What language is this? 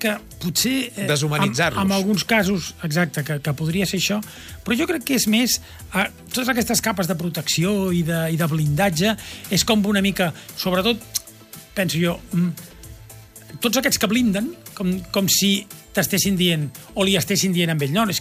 Catalan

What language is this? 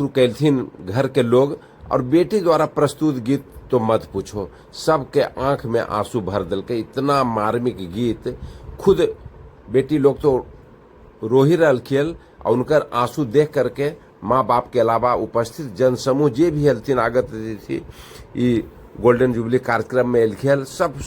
Magahi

